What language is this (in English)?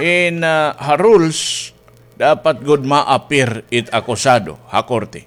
Waray